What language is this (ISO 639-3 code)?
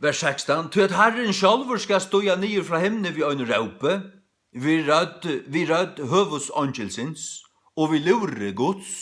fao